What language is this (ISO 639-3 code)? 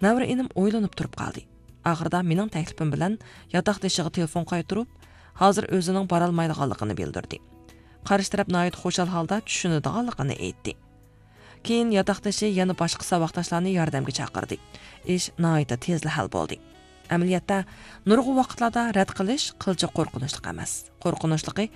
uig